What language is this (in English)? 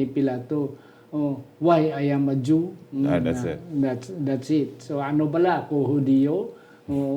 Hiligaynon